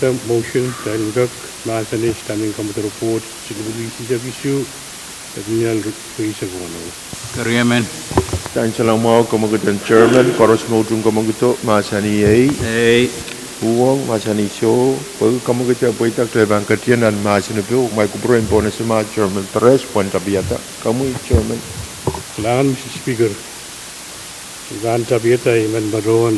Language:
Pohnpeian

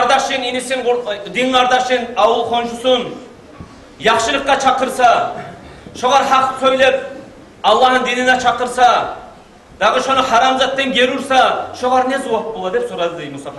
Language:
Kumyk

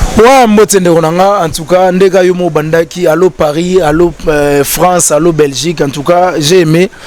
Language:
Lingala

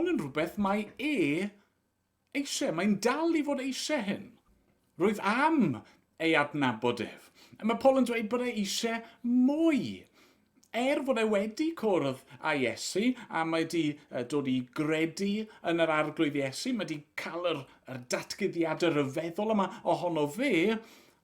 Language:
Welsh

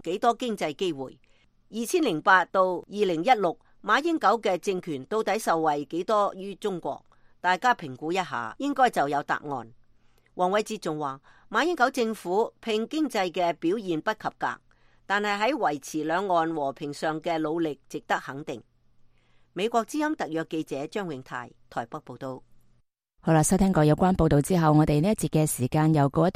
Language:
Cantonese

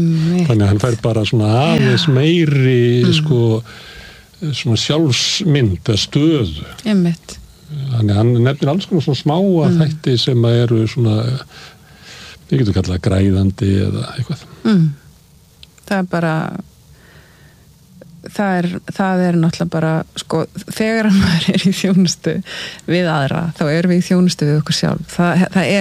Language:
Icelandic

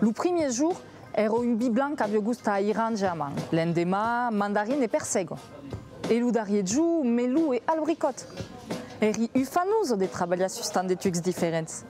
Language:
Occitan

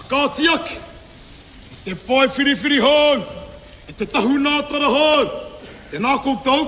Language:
Māori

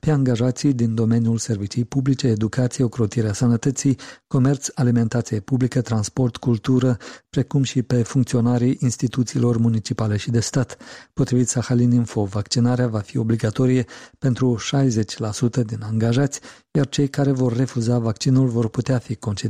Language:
Romanian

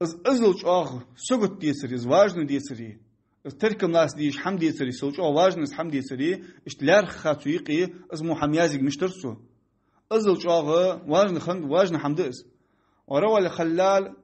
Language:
Ingush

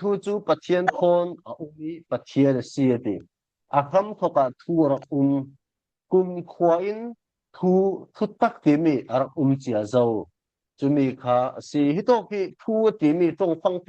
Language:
Falam Chin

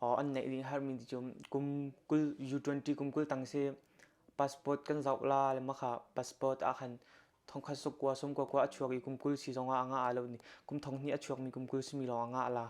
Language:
Hakha Chin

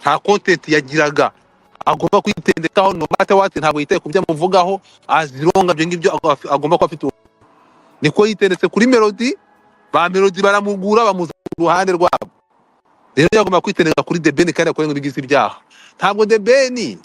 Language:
Kinyarwanda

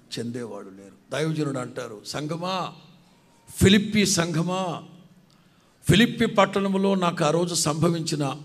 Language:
Telugu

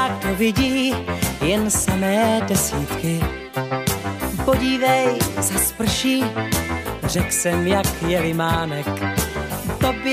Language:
Czech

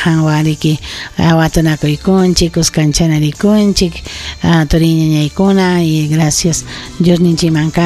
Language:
Ayacucho Quechua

